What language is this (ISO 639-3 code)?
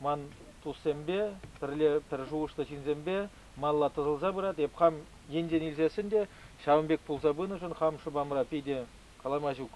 chv